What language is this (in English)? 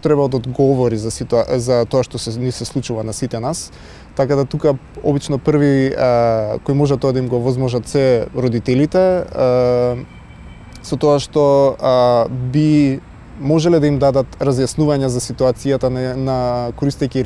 Macedonian